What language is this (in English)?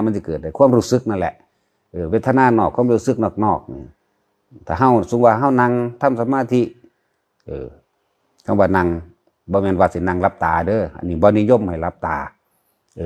Lao